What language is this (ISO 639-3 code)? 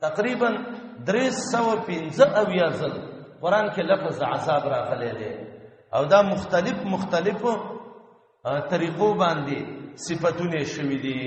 pus